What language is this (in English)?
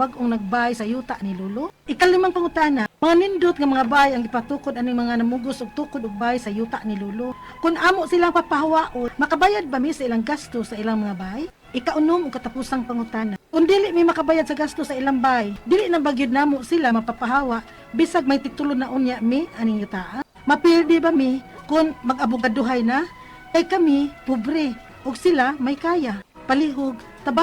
Cebuano